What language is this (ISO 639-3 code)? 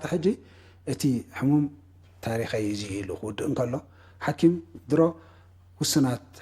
tir